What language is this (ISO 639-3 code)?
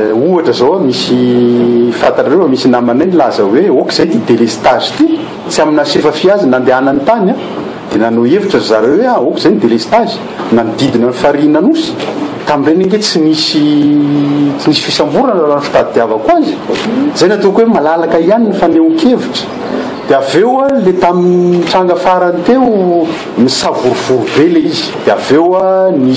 mlg